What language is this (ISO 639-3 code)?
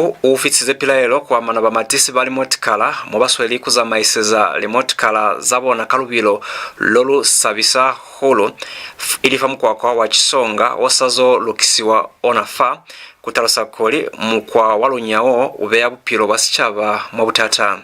loz